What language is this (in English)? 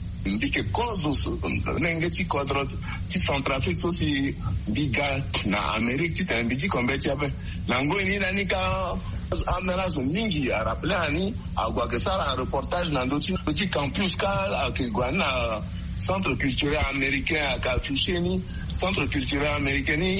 Sango